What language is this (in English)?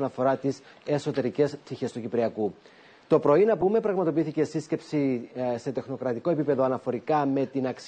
Greek